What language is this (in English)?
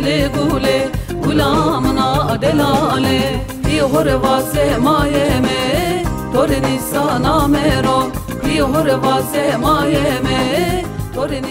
Zaza